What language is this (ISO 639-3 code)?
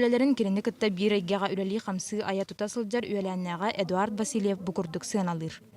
sah